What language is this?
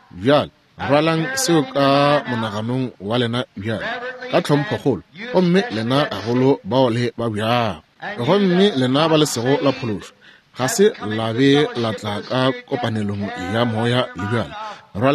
Northern Sotho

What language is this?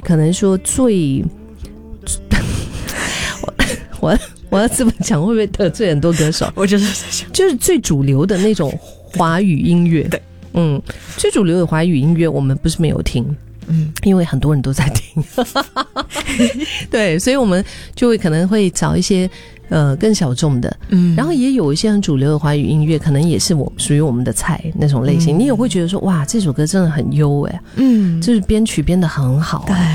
Chinese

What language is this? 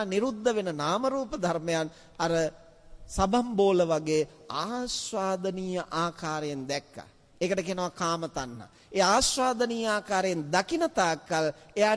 Sinhala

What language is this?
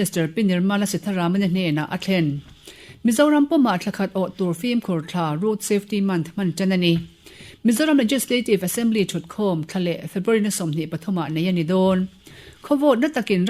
Mizo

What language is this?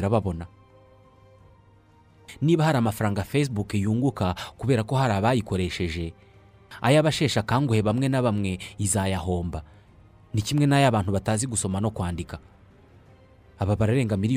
Kinyarwanda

